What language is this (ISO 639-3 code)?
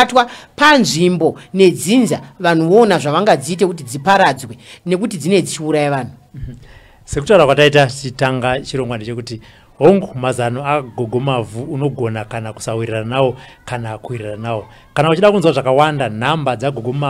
sna